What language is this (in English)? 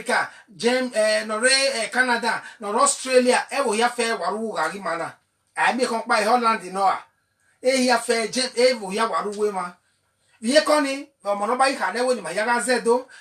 Bini